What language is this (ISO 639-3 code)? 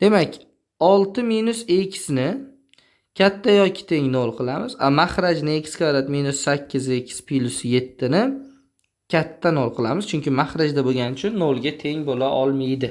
uzb